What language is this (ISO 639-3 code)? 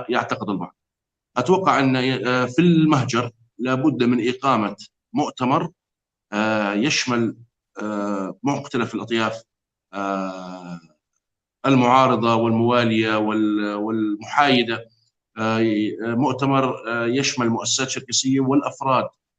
apc